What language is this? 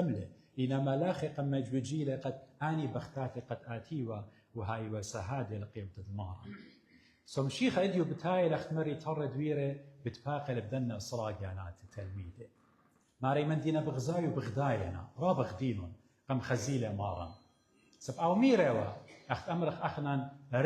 Assyrian Neo-Aramaic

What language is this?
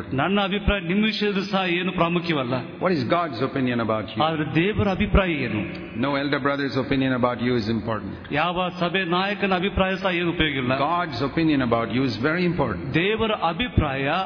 Kannada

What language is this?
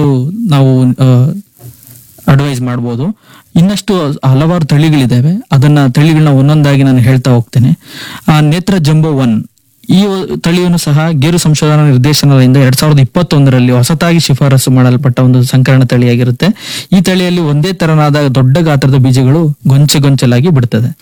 Kannada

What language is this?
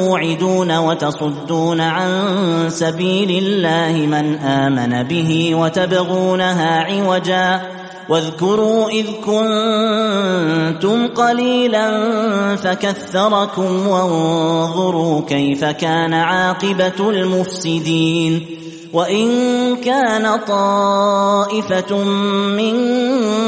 Arabic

